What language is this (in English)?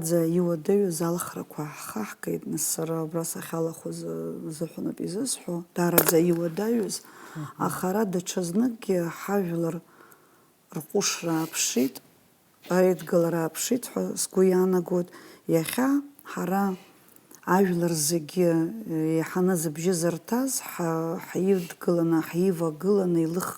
Abkhazian